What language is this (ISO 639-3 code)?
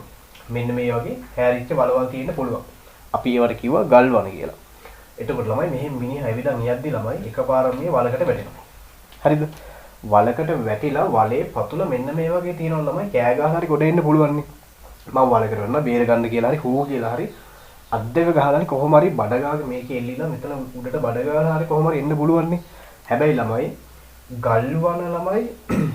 sin